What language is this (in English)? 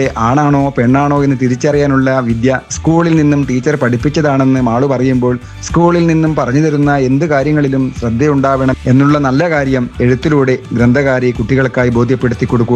Malayalam